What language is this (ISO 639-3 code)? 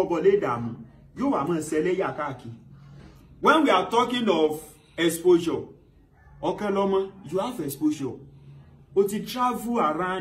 yor